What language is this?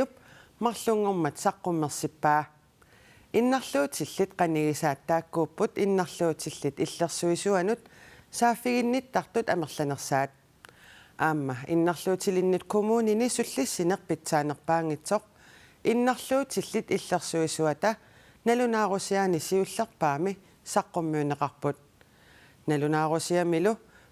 Kalaallisut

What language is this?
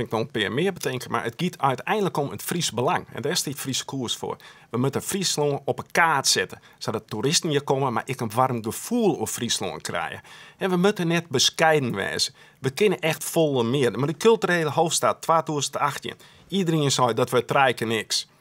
Western Frisian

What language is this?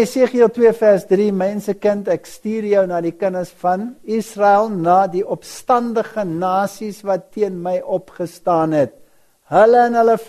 Afrikaans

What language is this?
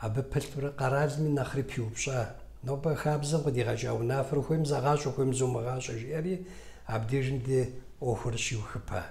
Kabardian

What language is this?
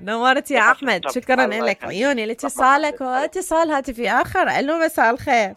Mesopotamian Arabic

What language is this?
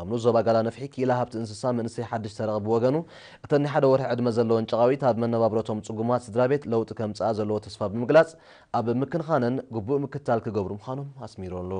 Tigrinya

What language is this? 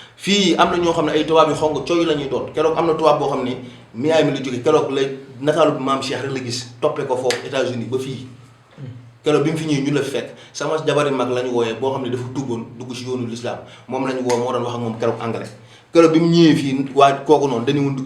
Wolof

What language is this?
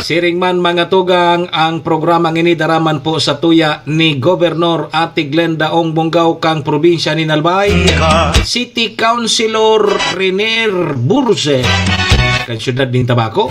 Bikol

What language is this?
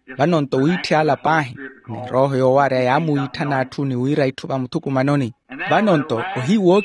Makhuwa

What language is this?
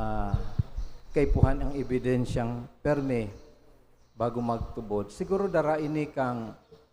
Bikol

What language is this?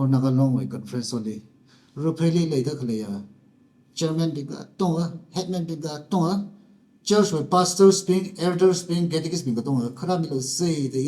Tangkhul Naga (India)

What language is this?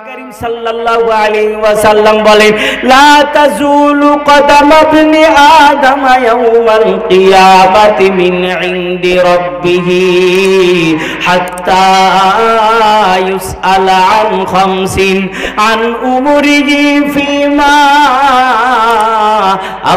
Bangla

